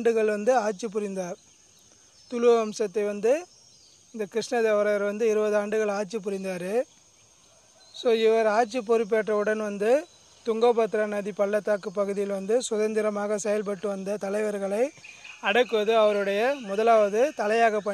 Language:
Tamil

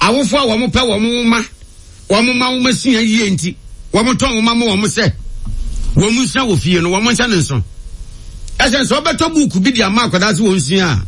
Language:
Akan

